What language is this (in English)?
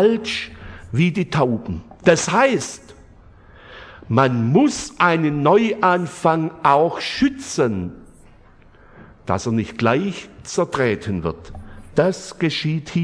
German